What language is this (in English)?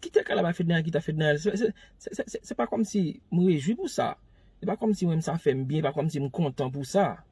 Haitian Creole